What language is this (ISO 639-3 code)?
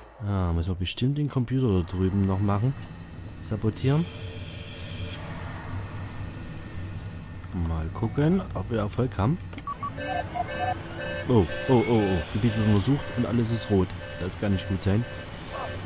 deu